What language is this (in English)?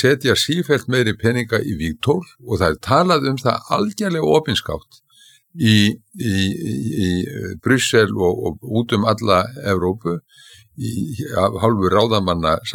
Icelandic